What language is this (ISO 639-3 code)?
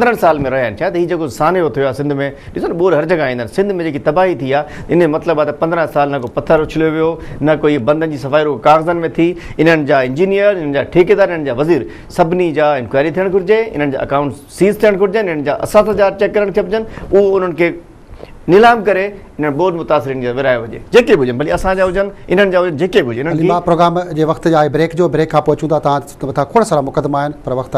snd